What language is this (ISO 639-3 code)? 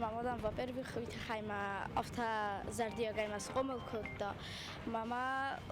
oss